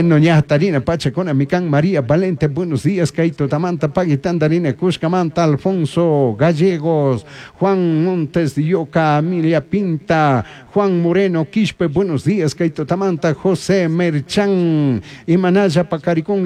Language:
Chimborazo Highland Quichua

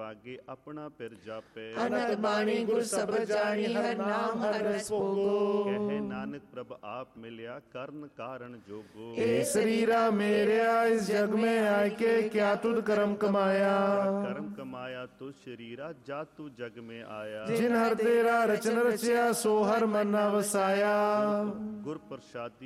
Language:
Punjabi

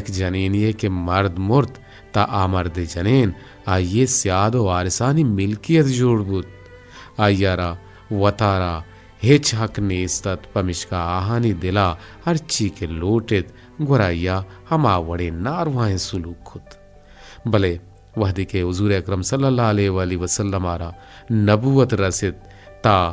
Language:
Eastern Balochi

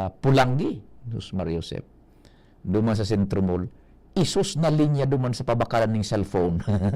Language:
Bikol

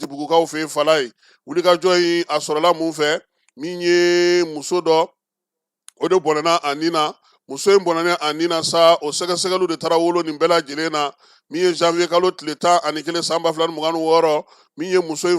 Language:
Bambara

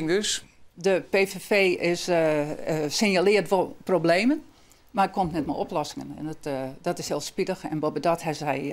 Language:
Western Frisian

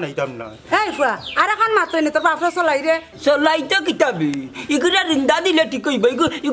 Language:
Sylheti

